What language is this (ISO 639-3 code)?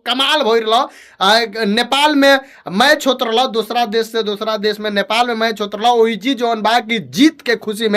bho